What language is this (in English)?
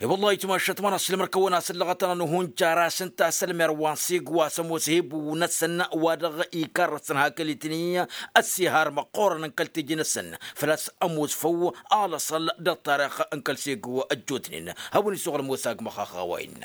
Tamasheq